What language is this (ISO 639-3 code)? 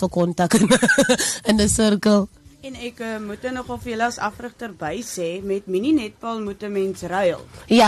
afr